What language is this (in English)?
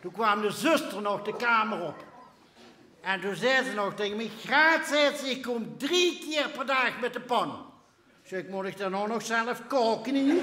Limburgish